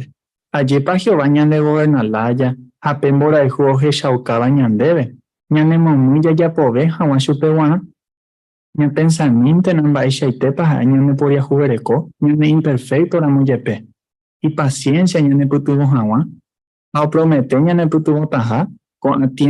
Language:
Guarani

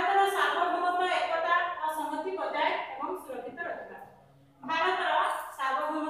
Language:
Odia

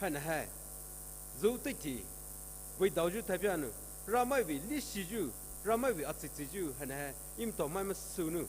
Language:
Poumei Naga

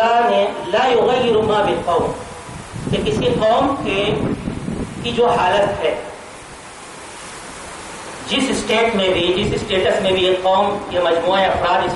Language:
Urdu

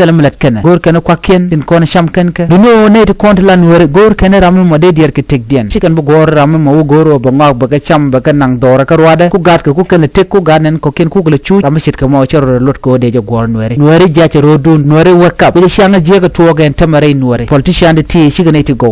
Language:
Nuer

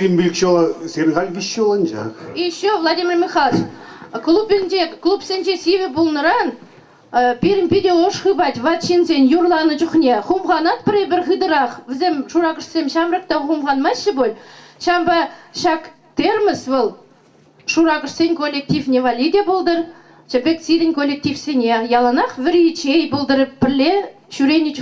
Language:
Chuvash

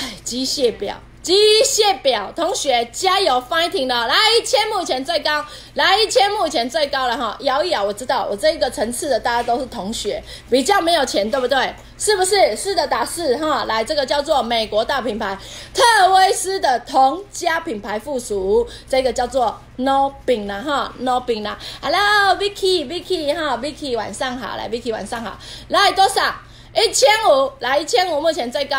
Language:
Chinese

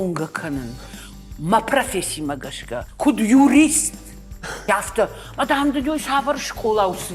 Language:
Ossetic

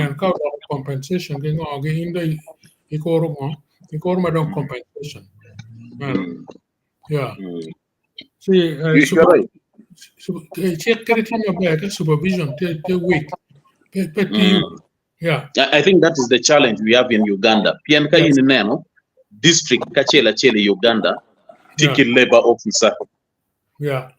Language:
Acoli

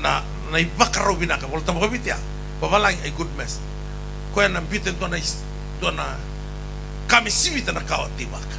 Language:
Fijian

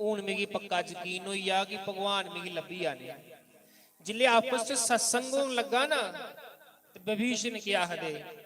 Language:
Dogri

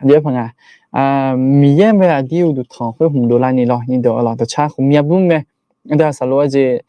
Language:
Akha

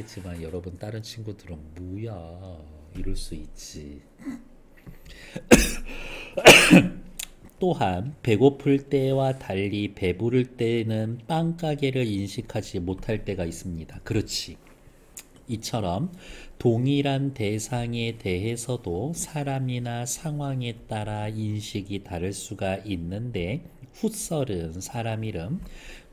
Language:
Korean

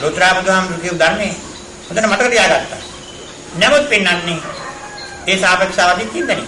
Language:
Sinhala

